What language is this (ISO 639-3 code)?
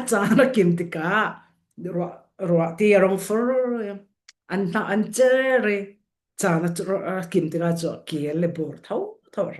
cfm